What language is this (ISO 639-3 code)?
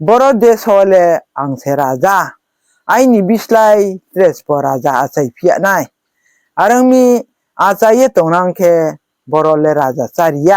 ria